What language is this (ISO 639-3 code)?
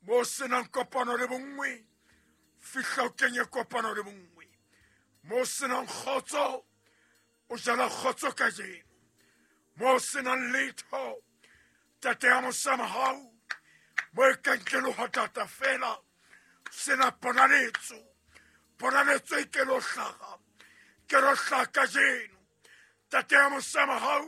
sot